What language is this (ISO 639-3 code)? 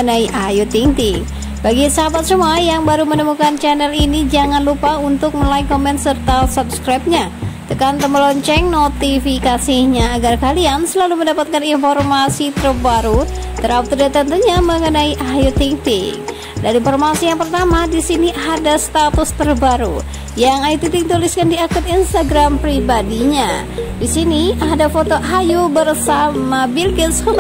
ind